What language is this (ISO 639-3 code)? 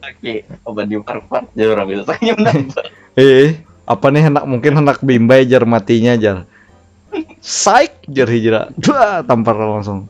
bjn